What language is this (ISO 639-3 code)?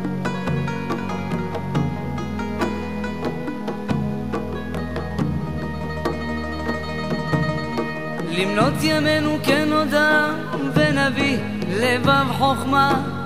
heb